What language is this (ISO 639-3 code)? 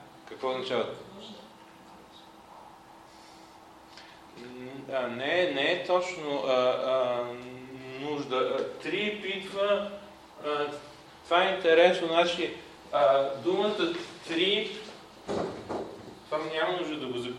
bul